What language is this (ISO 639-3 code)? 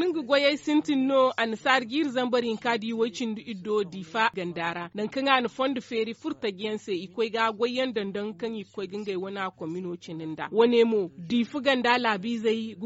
dje